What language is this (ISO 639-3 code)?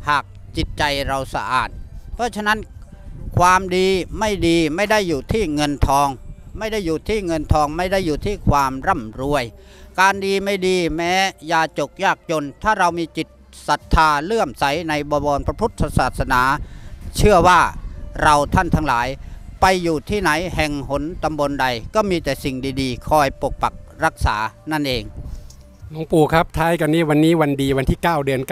tha